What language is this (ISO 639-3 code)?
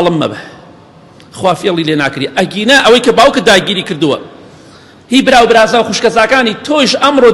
ckb